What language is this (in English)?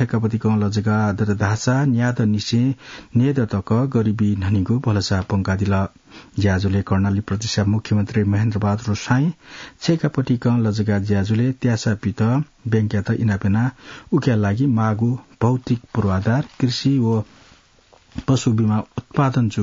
Newari